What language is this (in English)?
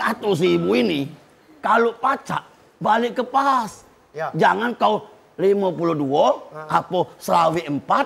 Musi